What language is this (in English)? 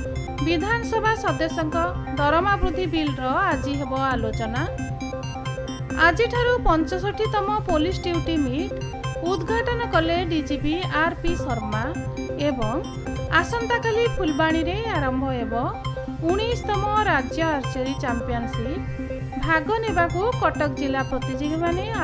Odia